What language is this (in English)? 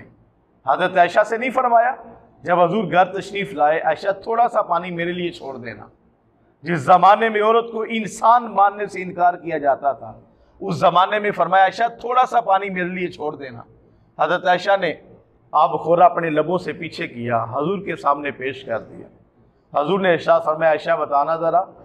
Urdu